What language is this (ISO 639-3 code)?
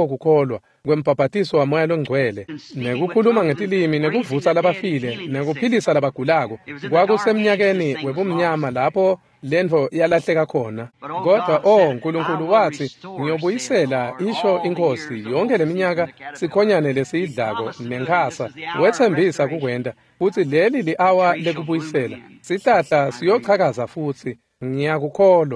ssw